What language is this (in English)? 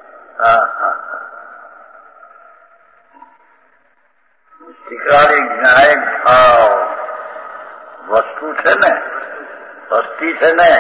Gujarati